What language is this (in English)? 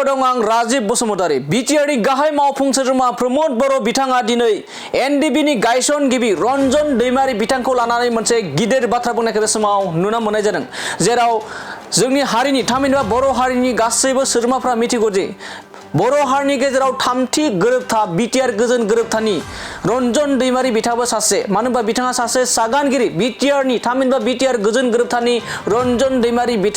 Bodo